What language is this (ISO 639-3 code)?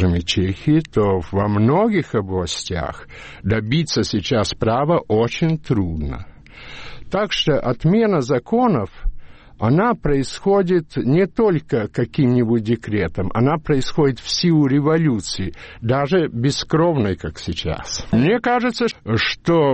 rus